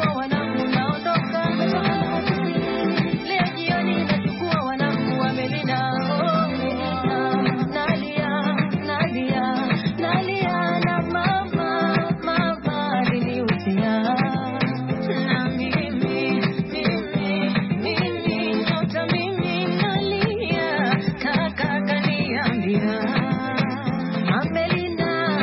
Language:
Swahili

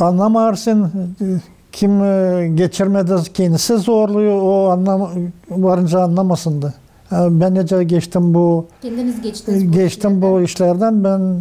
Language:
Gagauz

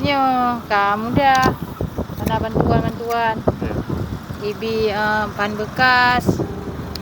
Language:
Achinese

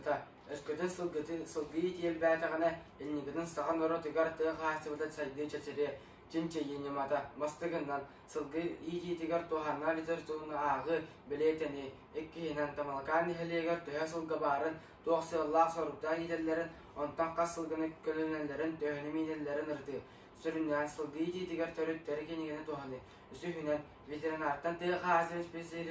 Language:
Yakut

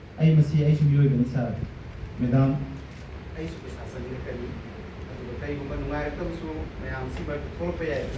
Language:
Manipuri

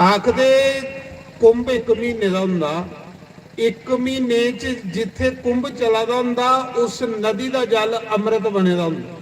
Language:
Dogri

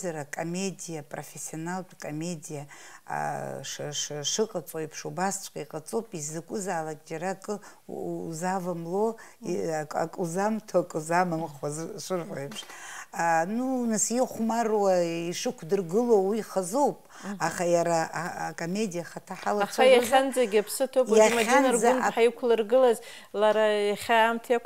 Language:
Abkhazian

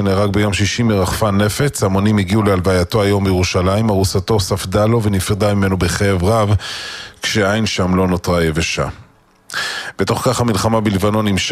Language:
Hebrew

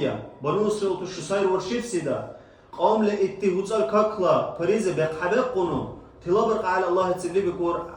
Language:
Dargwa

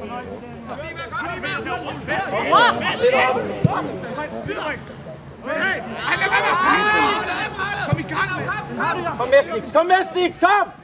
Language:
Danish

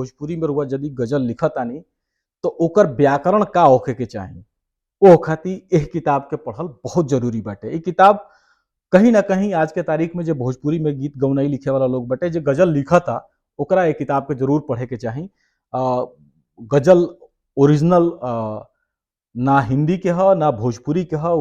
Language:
Bhojpuri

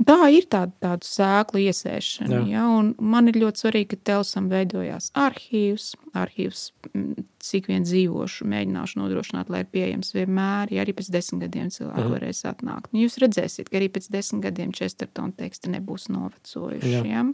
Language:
Latvian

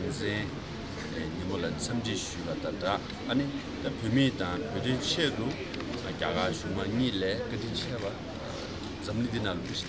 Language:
Tibetan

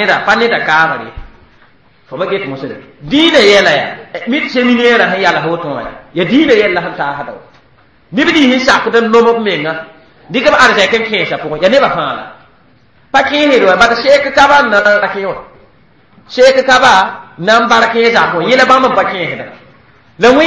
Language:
Mossi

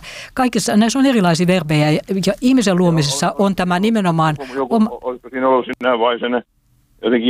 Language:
Finnish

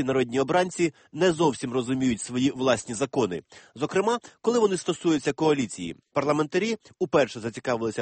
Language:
Ukrainian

